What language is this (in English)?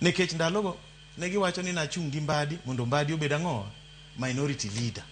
Luo (Kenya and Tanzania)